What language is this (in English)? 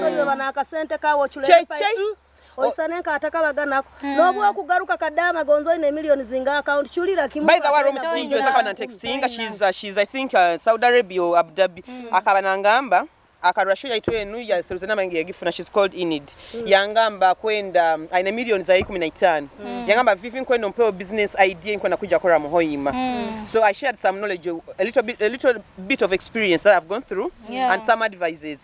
Nyoro